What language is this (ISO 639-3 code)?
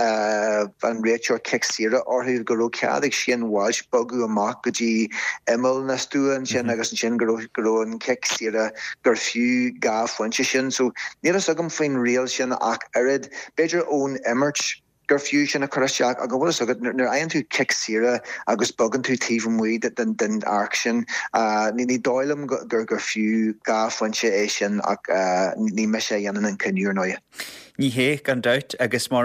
gle